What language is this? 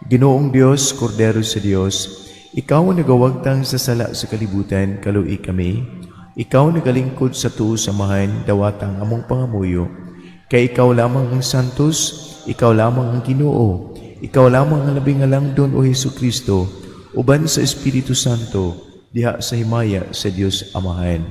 Cebuano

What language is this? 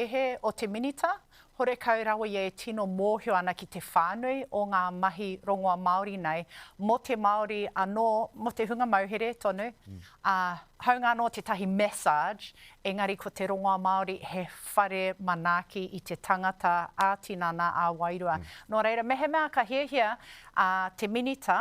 Māori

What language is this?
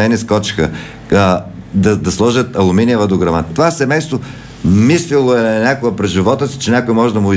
Bulgarian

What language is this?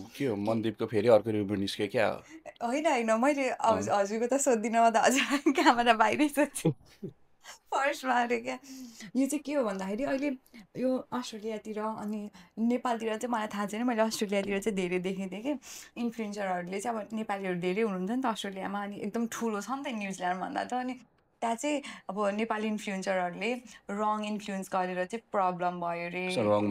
Nepali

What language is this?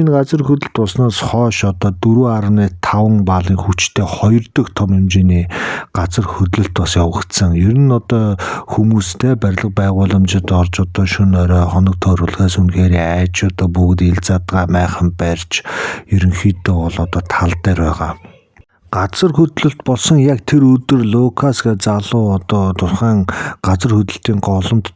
Mongolian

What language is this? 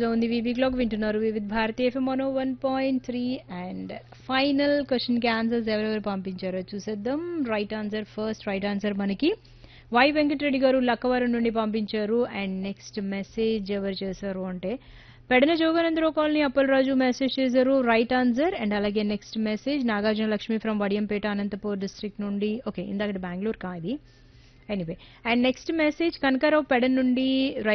Telugu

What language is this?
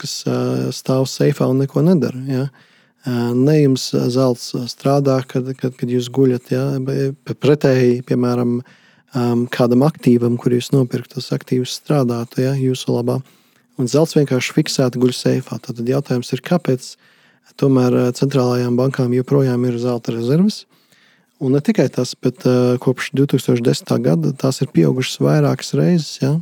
Latvian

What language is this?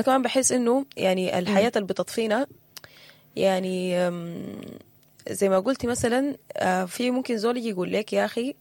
Sudanese Arabic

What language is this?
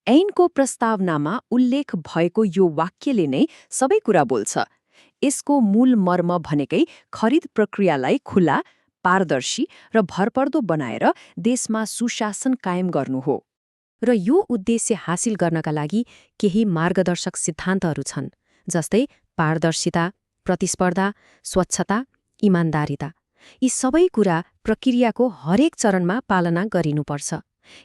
Nepali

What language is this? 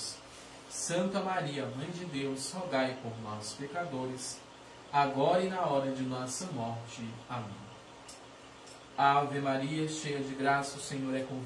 Portuguese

